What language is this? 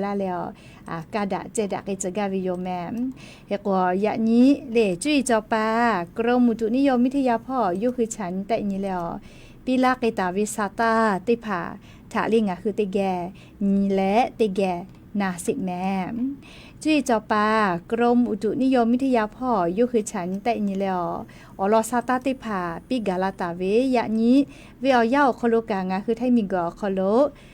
Lahu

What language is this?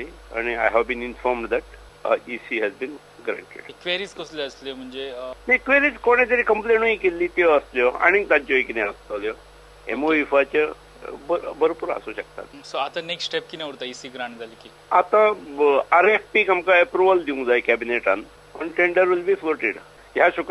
Konkani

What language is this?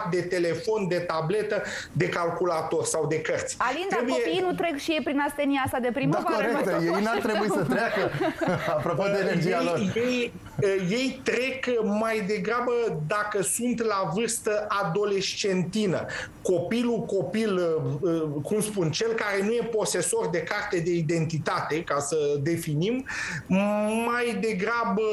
Romanian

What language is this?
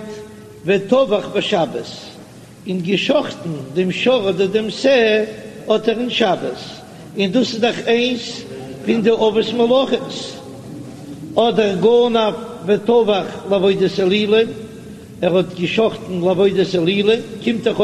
Yiddish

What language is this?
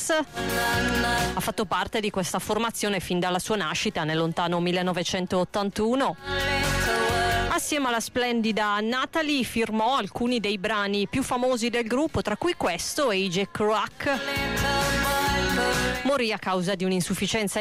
Italian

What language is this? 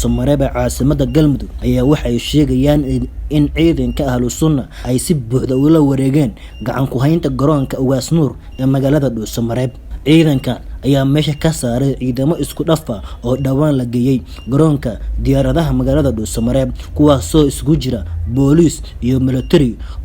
Somali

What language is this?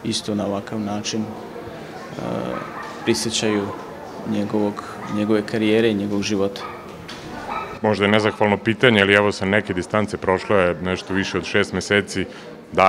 Serbian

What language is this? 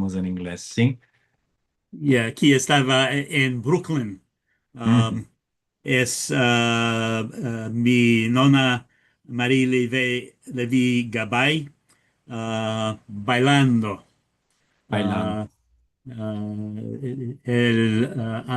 Ladino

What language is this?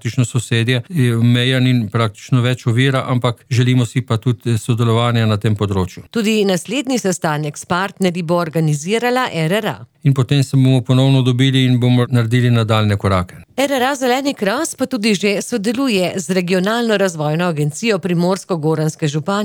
Slovenian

